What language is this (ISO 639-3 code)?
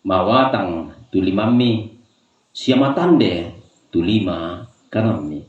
sda